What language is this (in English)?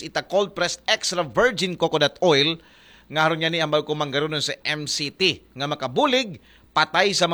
Aklanon